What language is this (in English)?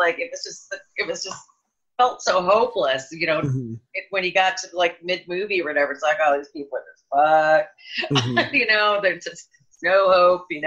English